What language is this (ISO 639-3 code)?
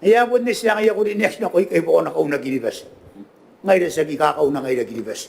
gil